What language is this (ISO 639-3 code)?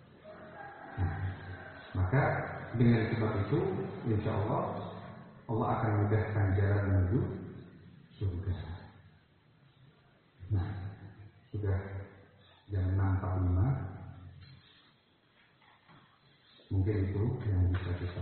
ind